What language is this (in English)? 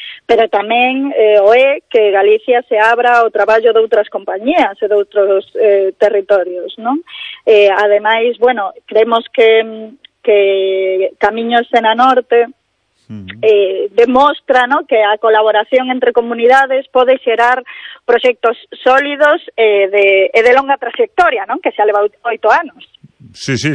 Galician